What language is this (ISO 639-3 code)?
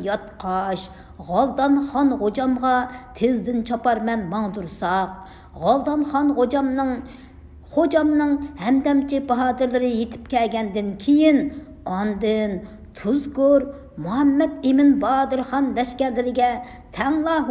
uig